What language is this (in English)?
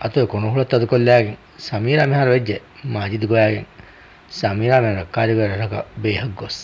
Divehi